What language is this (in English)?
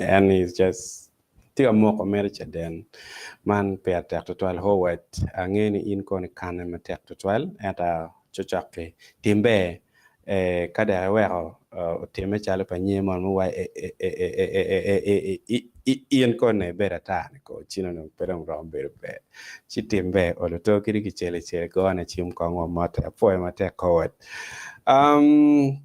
Acoli